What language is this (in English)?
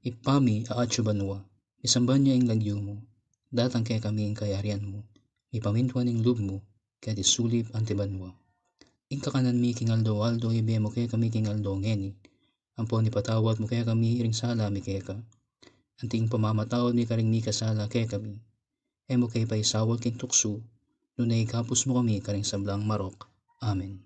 Pampanga